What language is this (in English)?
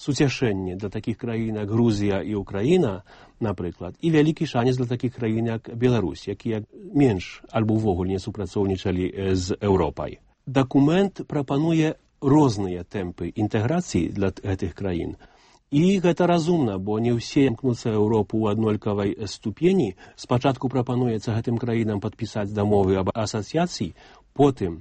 Belarusian